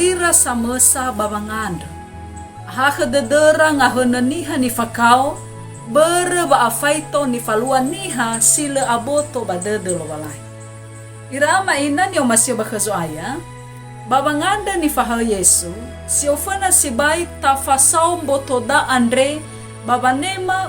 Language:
Nias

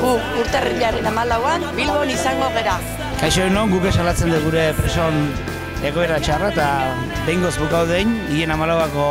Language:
Basque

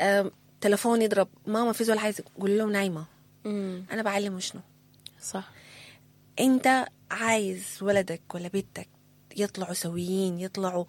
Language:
Sudanese Arabic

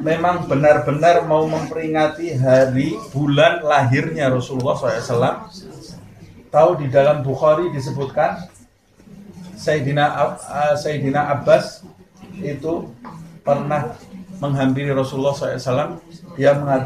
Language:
Indonesian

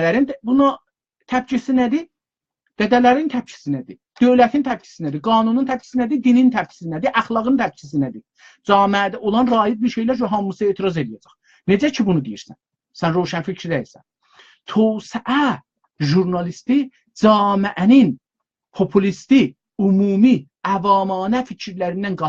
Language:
South Azerbaijani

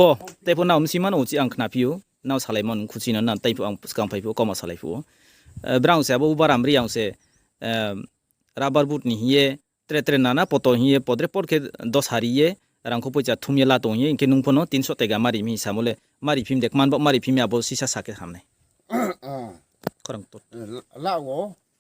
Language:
Riang (India)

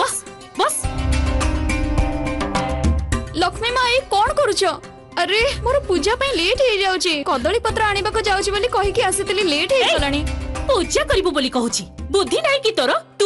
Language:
Odia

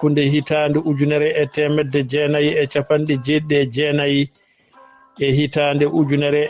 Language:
Fula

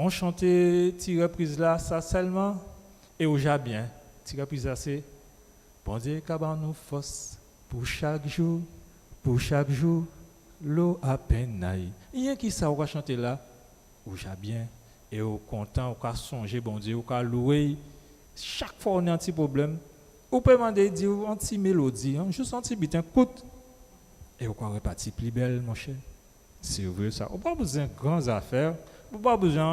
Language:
Guadeloupean Creole French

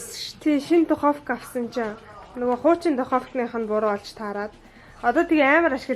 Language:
Mongolian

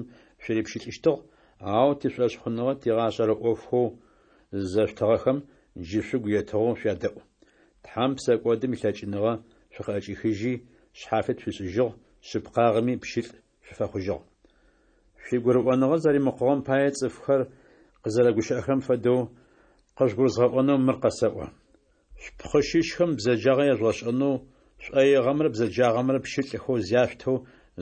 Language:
Adyghe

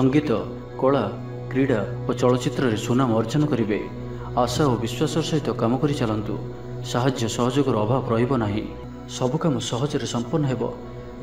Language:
Odia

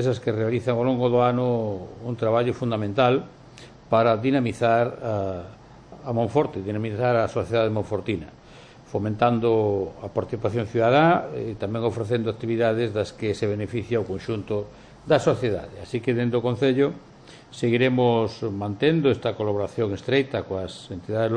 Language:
Galician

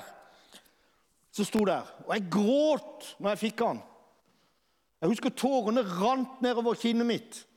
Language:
Norwegian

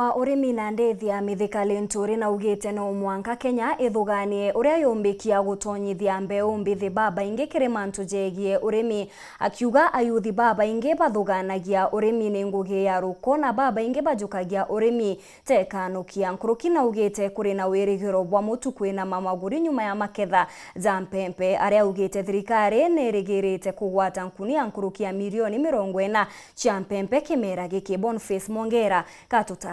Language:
Meru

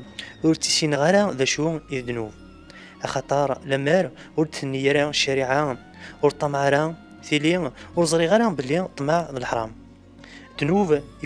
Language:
Kabyle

